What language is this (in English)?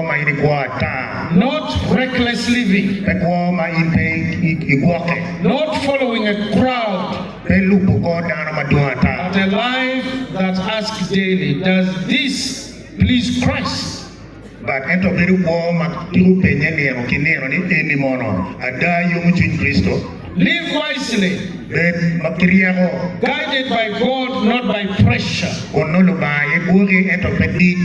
Acoli